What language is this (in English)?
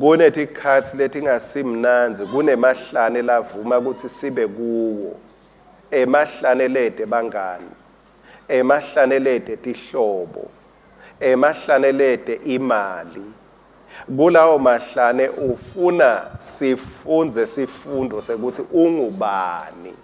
Swati